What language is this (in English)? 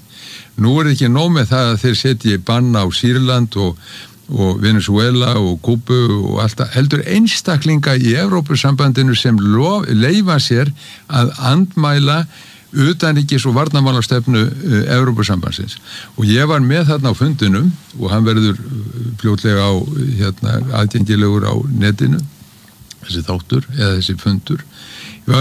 Icelandic